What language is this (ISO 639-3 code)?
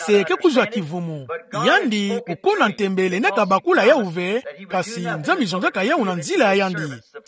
ktu